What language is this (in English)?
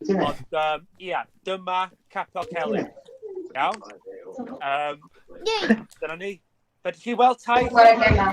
Welsh